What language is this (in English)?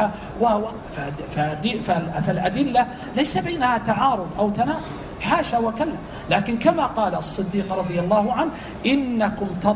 Arabic